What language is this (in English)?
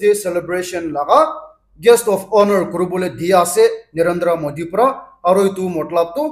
Naga Pidgin